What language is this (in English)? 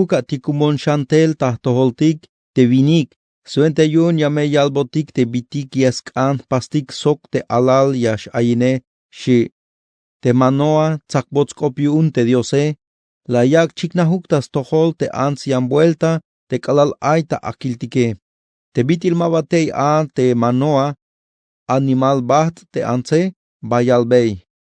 Tzeltal